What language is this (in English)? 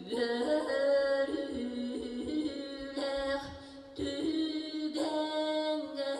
Yakut